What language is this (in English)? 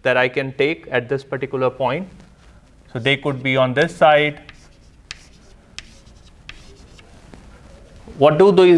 English